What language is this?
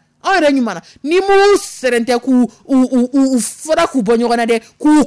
Dyula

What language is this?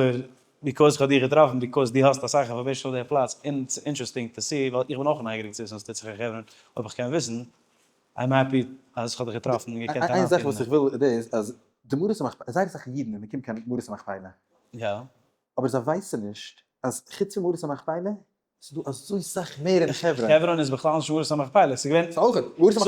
Yiddish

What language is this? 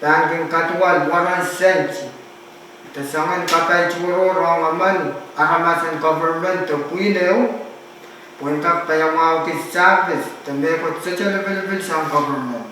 Pohnpeian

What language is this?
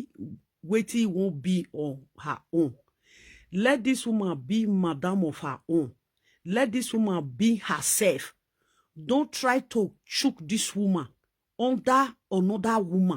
Nigerian Pidgin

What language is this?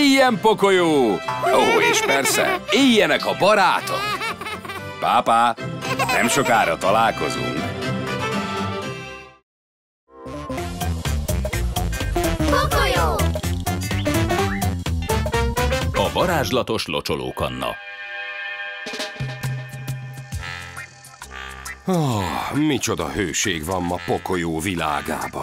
Hungarian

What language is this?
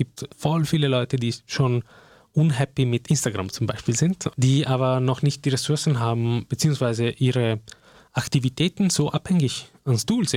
German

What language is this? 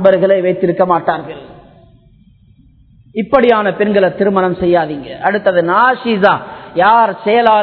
Tamil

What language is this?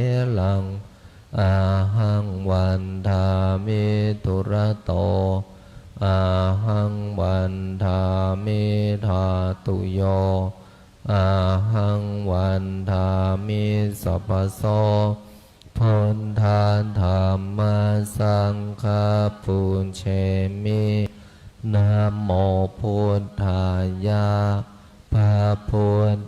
Pali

